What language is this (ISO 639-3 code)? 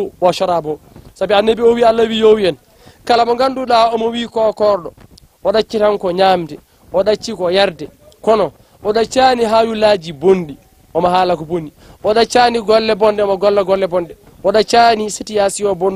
ful